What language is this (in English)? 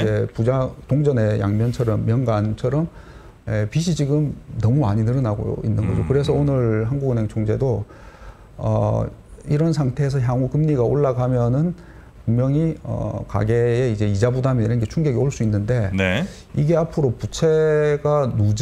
Korean